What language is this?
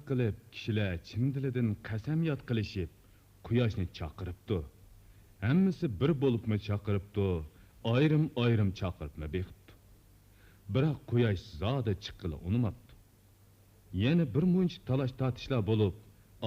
Uyghur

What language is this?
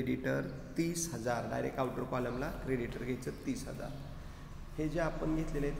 Marathi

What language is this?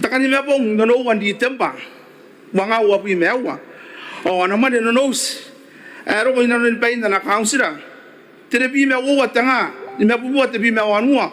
Gilbertese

